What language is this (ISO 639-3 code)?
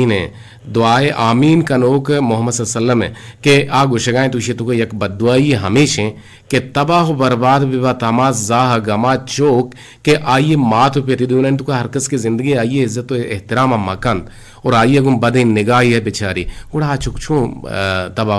bgp